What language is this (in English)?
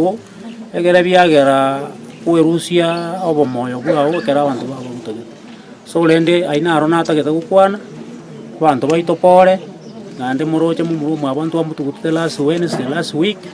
Gusii